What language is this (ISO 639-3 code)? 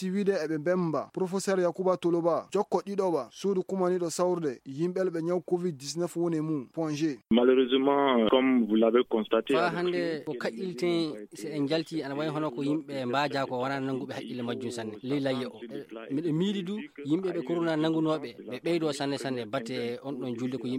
ful